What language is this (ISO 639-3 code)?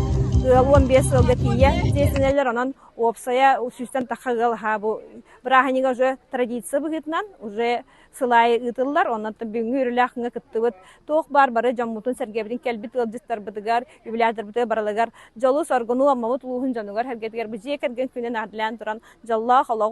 sah